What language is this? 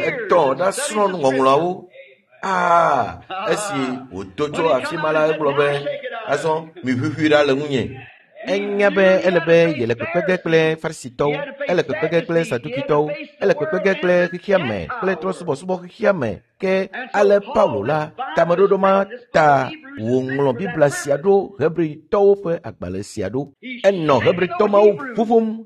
Ewe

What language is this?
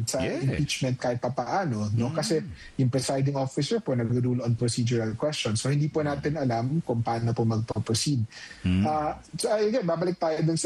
Filipino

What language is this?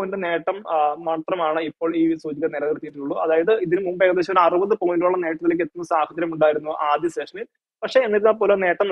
Malayalam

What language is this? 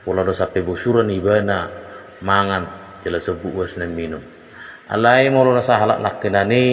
Batak Toba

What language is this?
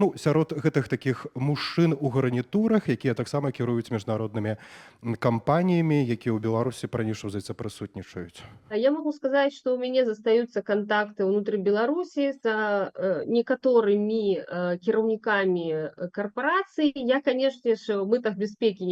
Belarusian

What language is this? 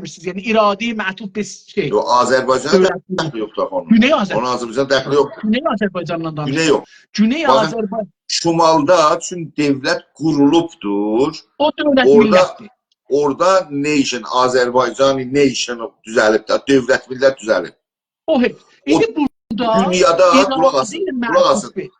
South Azerbaijani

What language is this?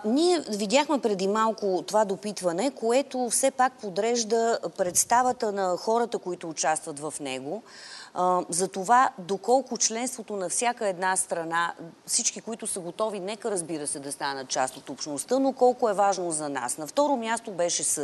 Bulgarian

